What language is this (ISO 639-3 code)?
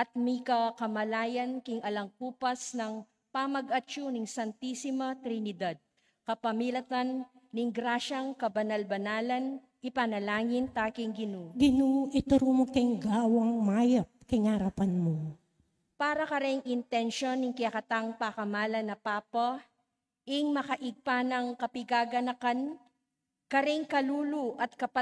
pam